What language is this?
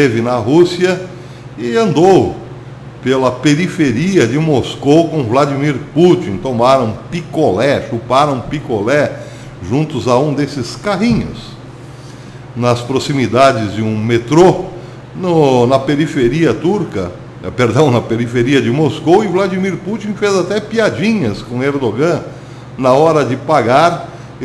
Portuguese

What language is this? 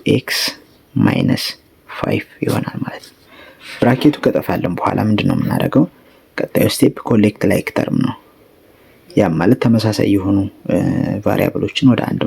Amharic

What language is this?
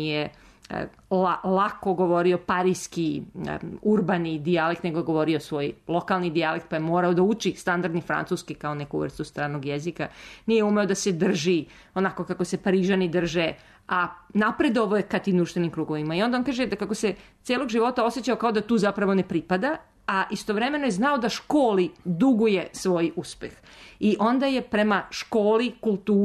Serbian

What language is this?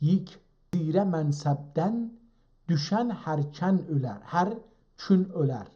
South Azerbaijani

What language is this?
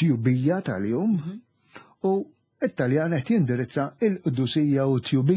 Maltese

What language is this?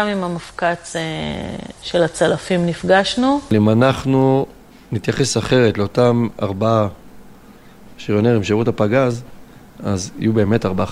Hebrew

